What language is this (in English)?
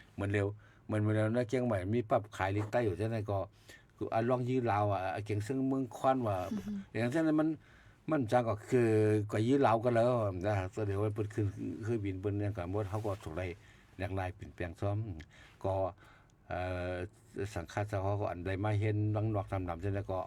Shan